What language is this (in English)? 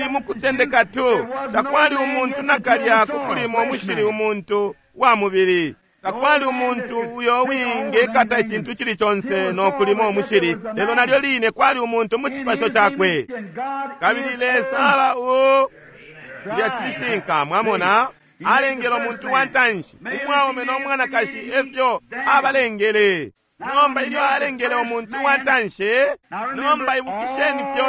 Bemba